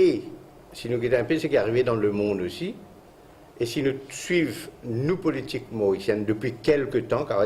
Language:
Morisyen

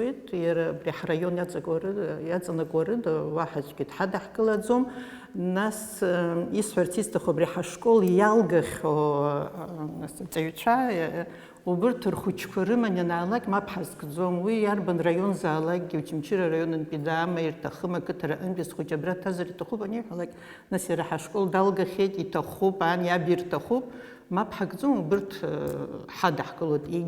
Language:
Abkhazian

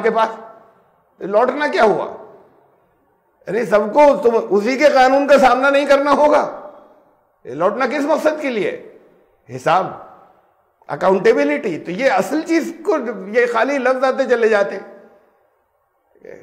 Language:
Urdu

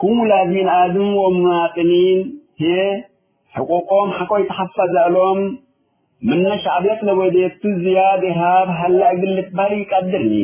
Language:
Tigre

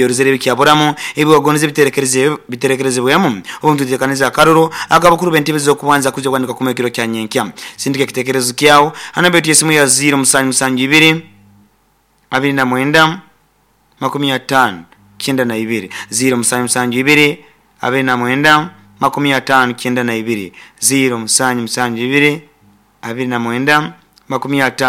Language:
Nyoro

